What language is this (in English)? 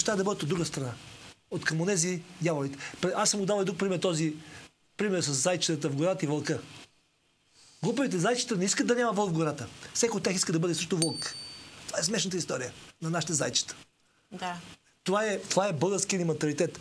Bulgarian